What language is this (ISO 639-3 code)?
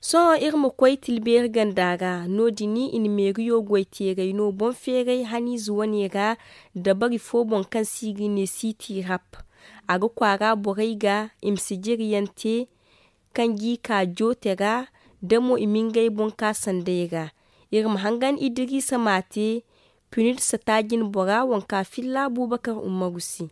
dje